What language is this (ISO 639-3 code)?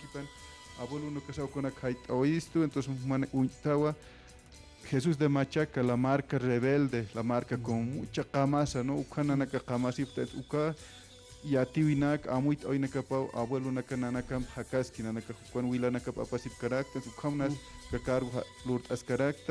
aym